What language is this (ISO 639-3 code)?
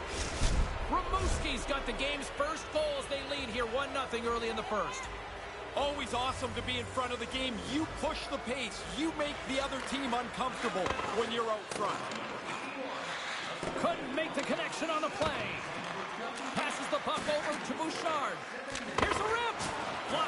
eng